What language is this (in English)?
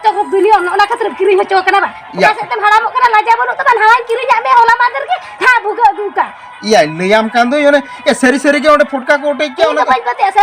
Santali